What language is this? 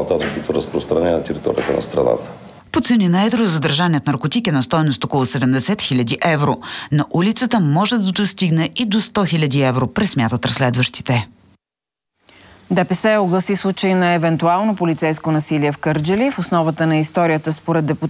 Bulgarian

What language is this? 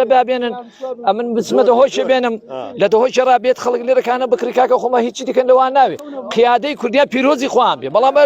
Central Kurdish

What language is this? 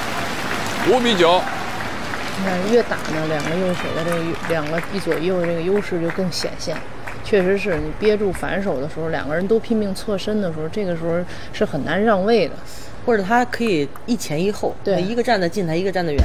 Chinese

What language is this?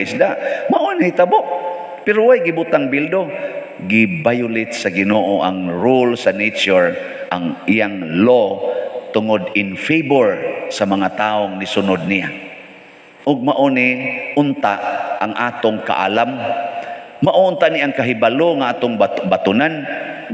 Cebuano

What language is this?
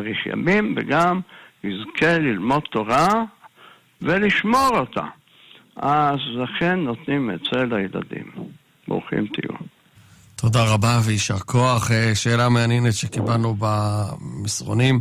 Hebrew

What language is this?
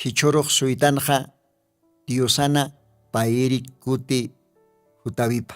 Aymara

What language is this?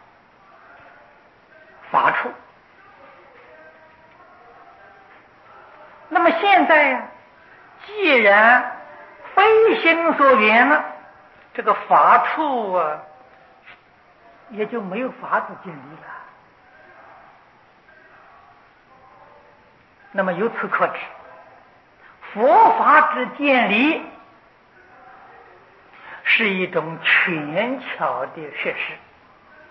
Chinese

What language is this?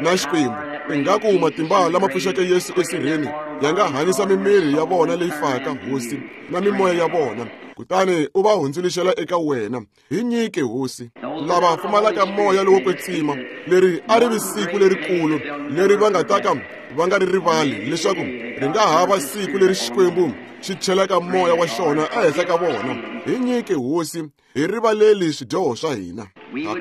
Tsonga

